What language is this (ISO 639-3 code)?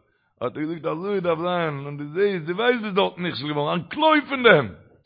yid